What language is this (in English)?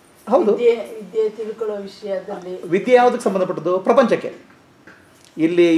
Kannada